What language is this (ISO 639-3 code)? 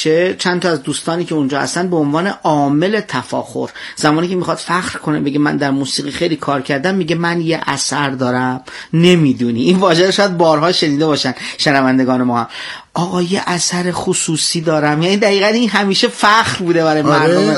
fas